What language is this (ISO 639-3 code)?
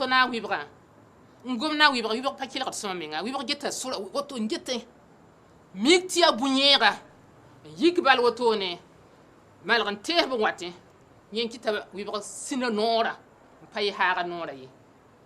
mos